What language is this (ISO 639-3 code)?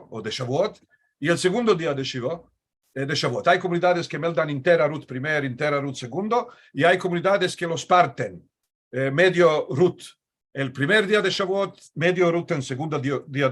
lad